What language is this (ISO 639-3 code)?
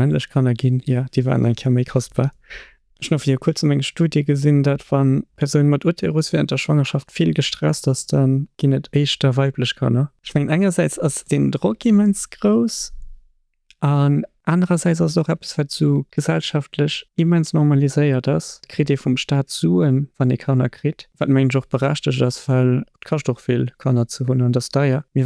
ltz